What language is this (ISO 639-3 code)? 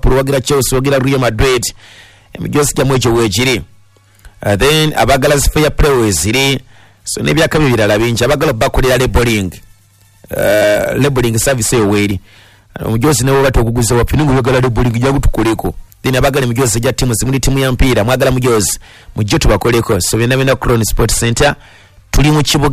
lug